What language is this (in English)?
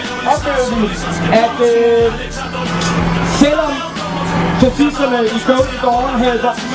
Danish